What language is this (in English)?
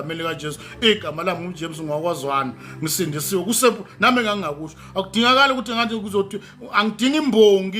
Zulu